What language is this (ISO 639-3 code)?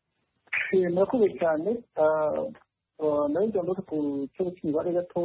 kin